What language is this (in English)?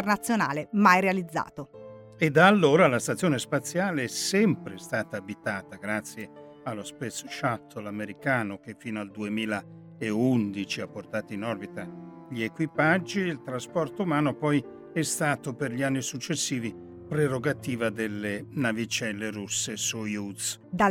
Italian